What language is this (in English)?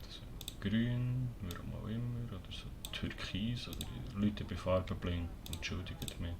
Swiss German